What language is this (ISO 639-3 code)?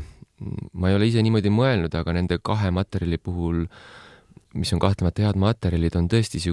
est